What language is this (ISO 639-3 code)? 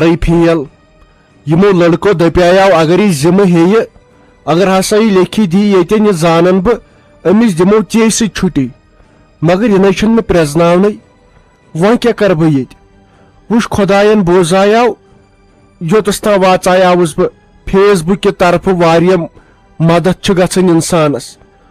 kas